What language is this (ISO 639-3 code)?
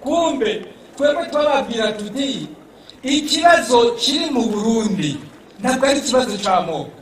run